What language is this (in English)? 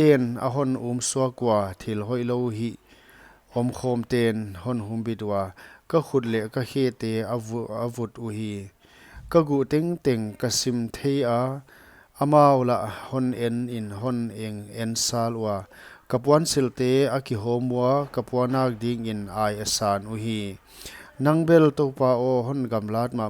Paite Chin